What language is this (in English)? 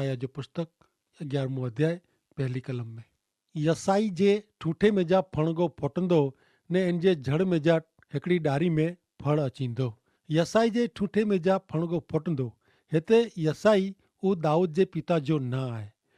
Kachhi